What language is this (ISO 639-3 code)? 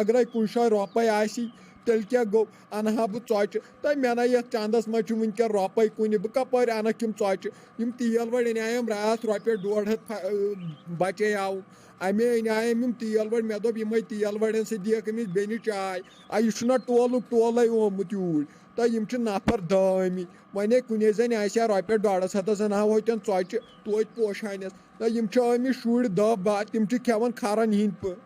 kas